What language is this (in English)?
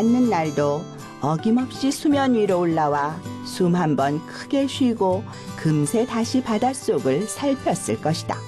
Korean